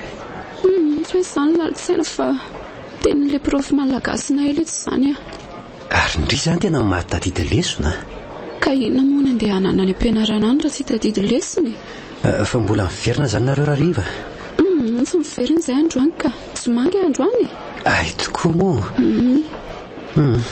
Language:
Malagasy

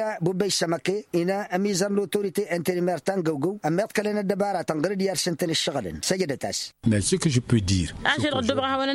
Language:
Tamasheq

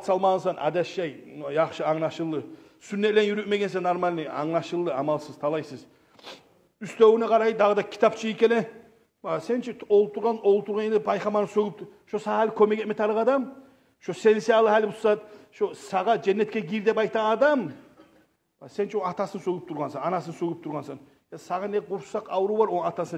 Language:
Kumyk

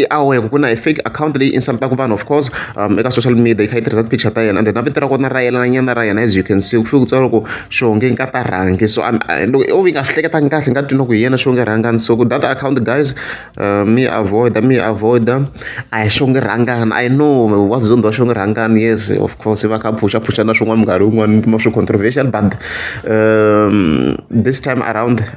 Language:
Tsonga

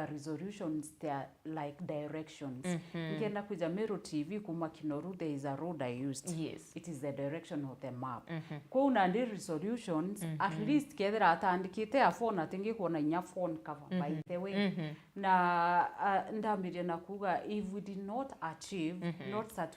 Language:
Meru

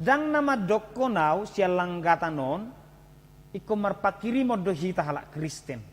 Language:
Batak Toba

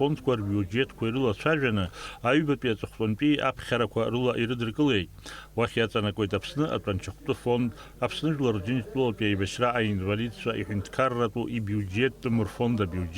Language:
Abkhazian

